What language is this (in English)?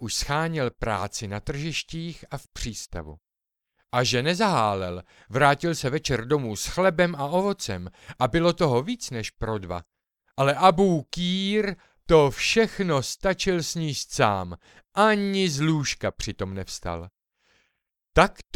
Czech